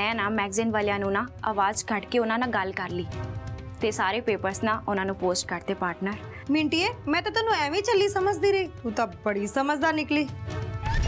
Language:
Punjabi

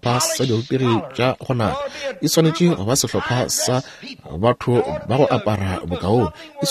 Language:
Northern Sotho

